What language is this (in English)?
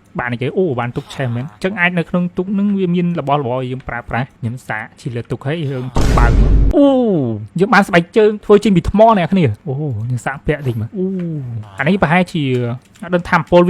Khmer